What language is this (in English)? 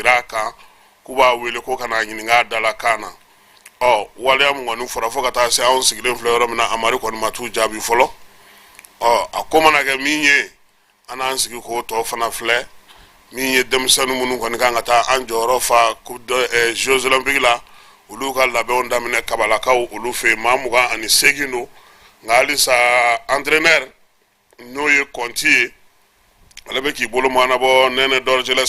Bambara